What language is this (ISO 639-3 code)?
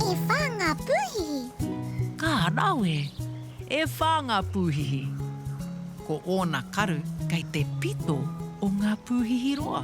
mri